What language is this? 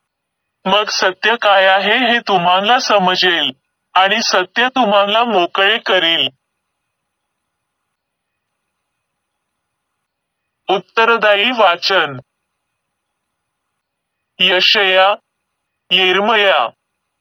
Marathi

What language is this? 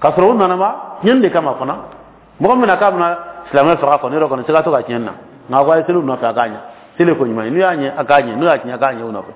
Dyula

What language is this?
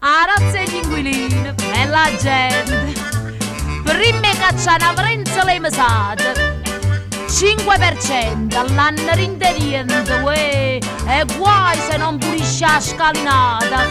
Neapolitan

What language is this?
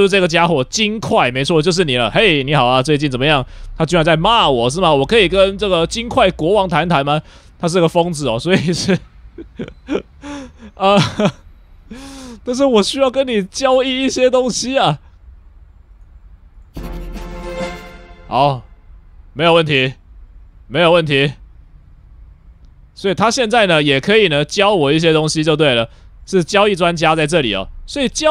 Chinese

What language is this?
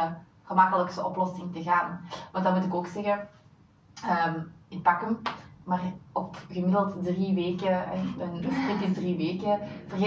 Dutch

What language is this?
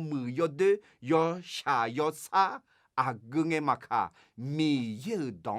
Akha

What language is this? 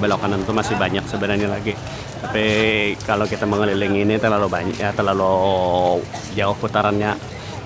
Banjar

